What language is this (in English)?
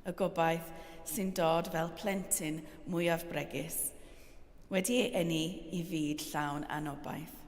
Welsh